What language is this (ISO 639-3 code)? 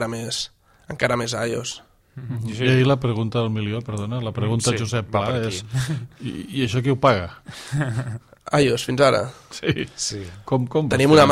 cat